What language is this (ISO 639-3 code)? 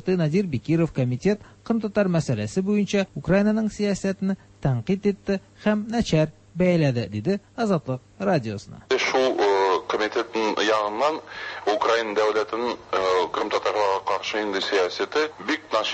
tat